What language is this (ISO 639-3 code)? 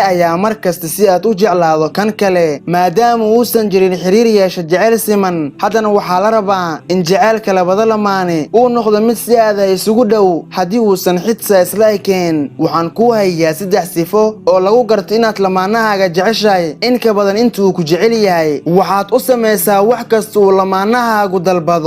som